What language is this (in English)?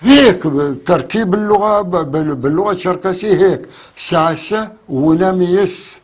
North Levantine Arabic